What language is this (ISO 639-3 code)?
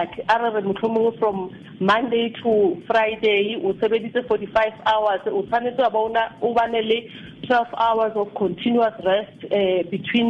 sot